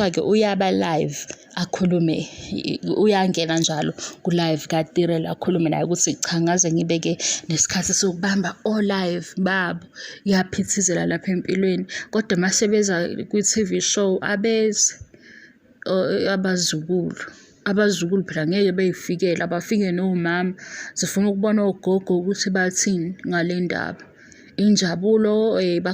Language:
Zulu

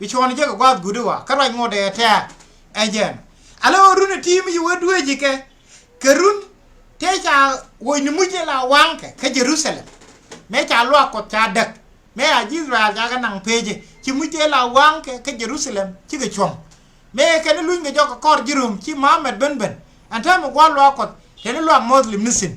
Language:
Nuer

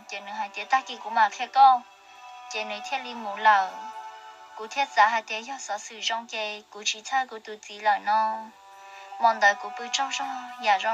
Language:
Hmong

